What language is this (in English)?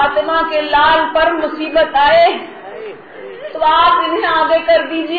Urdu